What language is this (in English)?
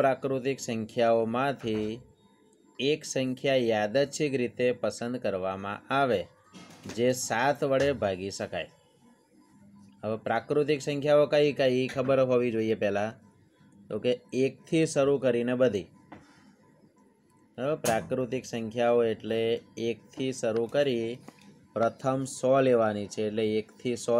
Gujarati